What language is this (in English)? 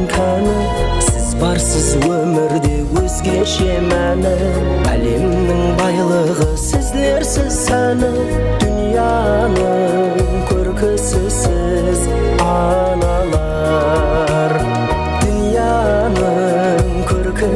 Kara-Kalpak